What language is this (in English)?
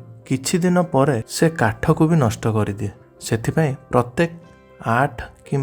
Odia